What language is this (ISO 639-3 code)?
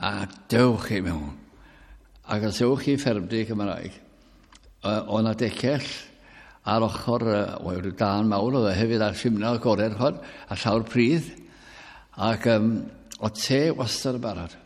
cym